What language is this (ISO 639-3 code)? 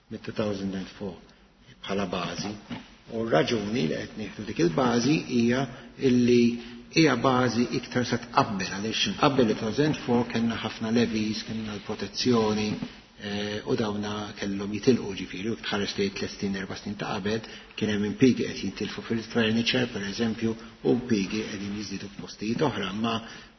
mlt